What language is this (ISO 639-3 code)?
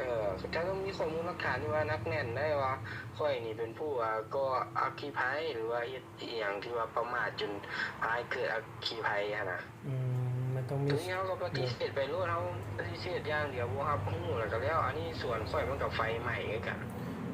lao